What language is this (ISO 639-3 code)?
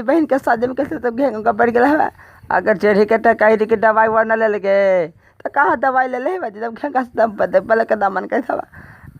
mag